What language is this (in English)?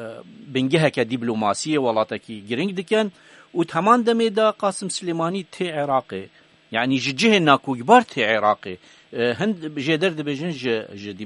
Kurdish